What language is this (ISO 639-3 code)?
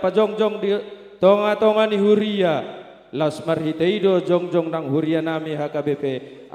bbc